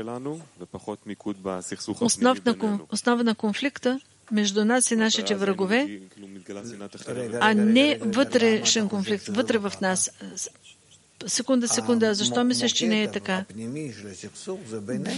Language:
Bulgarian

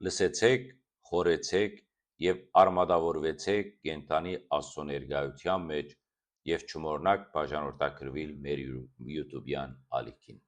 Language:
Western Armenian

